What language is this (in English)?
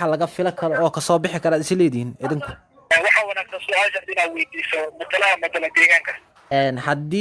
Somali